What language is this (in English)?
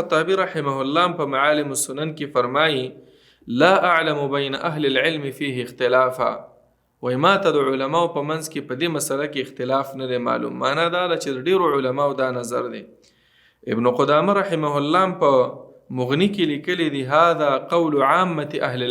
Pashto